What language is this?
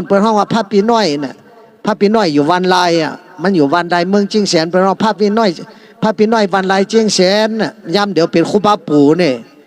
Shan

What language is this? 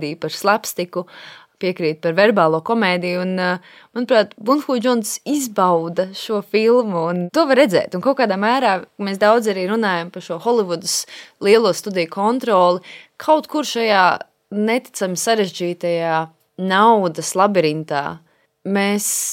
Latvian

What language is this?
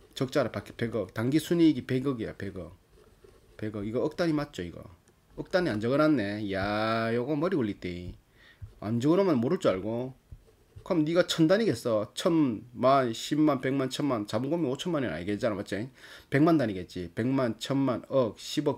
Korean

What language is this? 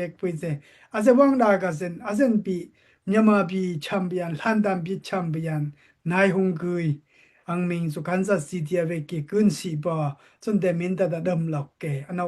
Daai Chin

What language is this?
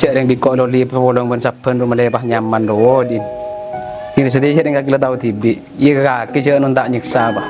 Madurese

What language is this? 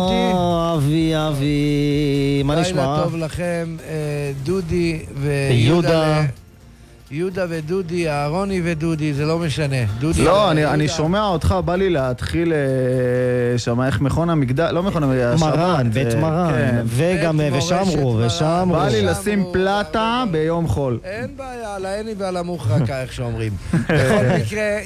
Hebrew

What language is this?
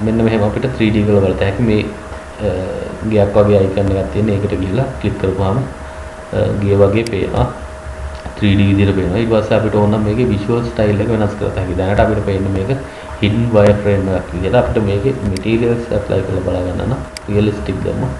Sinhala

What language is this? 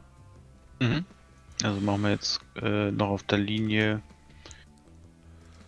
German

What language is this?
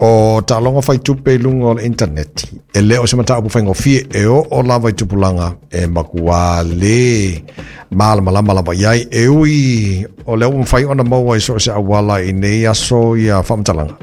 Samoan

